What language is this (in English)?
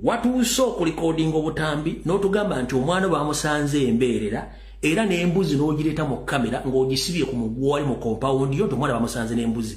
Ganda